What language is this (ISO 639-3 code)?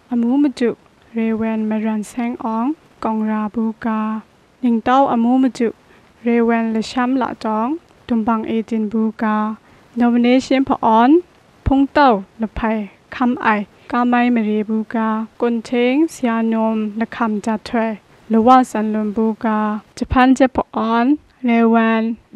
kac